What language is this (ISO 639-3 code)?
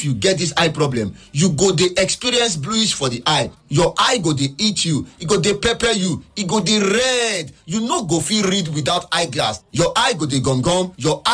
pcm